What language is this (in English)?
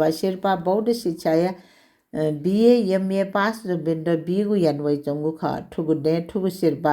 Newari